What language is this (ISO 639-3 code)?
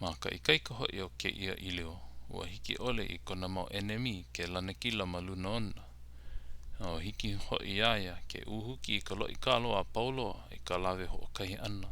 haw